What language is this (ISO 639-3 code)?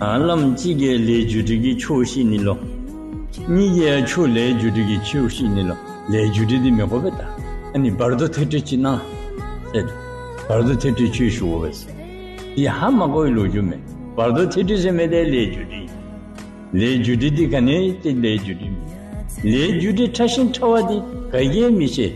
dzo